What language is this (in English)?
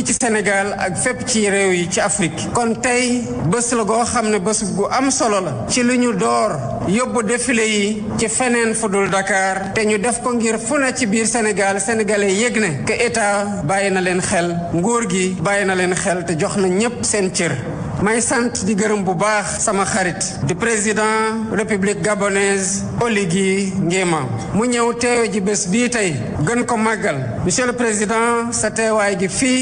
Wolof